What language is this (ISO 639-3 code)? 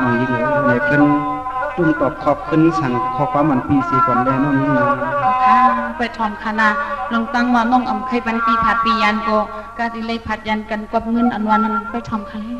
shn